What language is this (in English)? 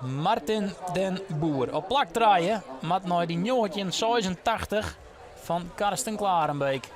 Western Frisian